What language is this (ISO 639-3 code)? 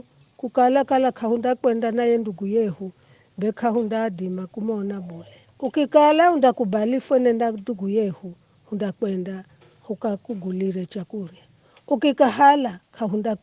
nyf